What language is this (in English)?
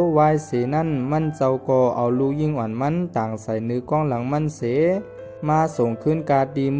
Shan